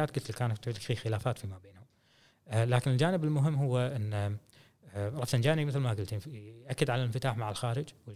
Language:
Gulf Arabic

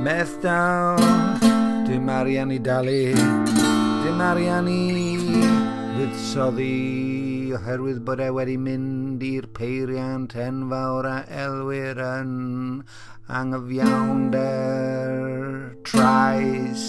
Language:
Welsh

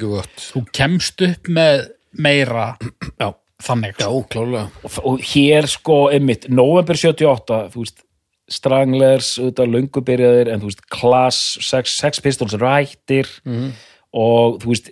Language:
Icelandic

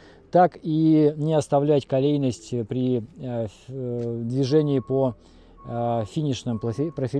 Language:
Russian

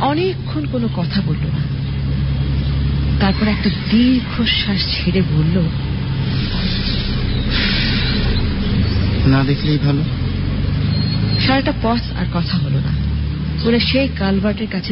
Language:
Bangla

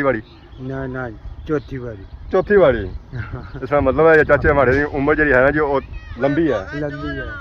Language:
Pahari-Potwari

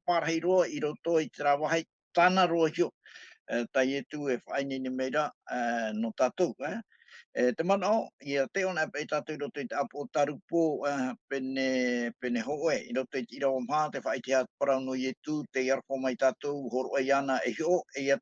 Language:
Tahitian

